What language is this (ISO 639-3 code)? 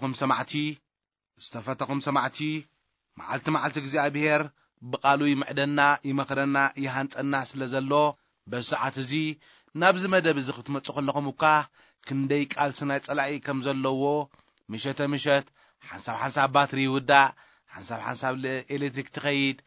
tir